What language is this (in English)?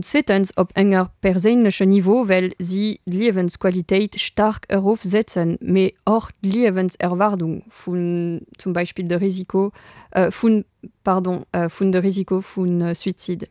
Luxembourgish